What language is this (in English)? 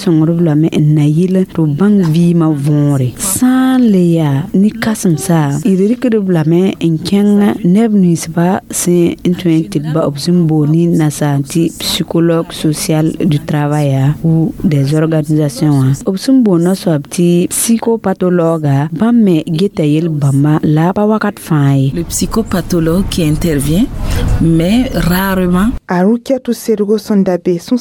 Mossi